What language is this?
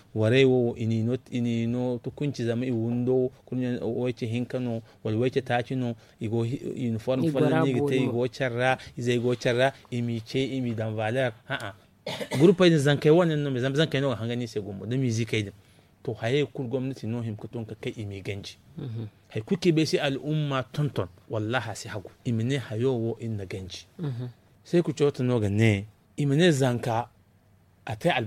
Zarma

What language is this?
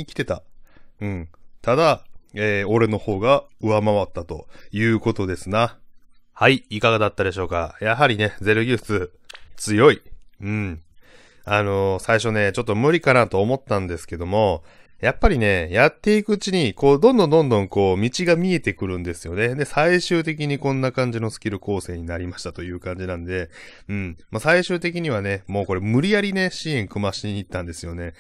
Japanese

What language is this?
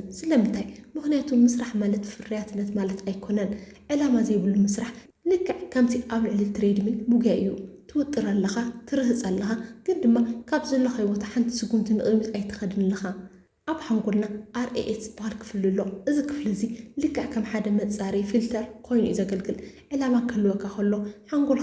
Tigrinya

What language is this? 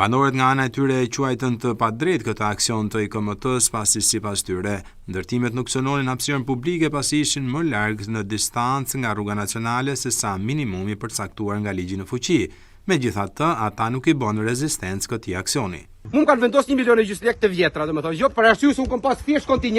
Albanian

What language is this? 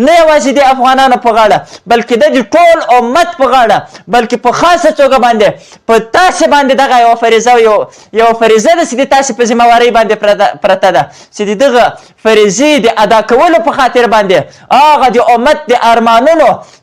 Pashto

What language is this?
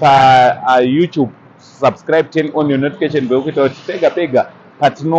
Shona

